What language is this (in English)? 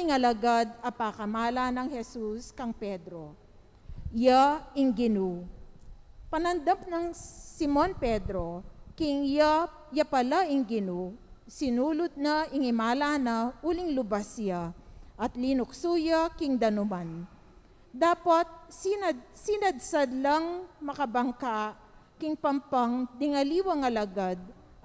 Pampanga